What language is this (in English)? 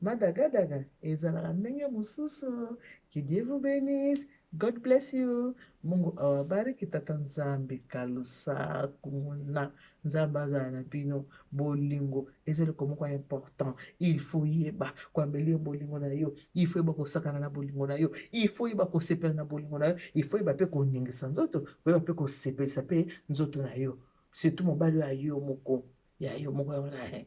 Lingala